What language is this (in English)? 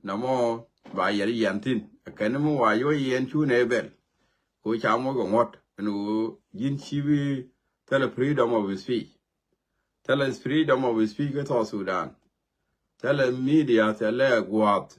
Nuer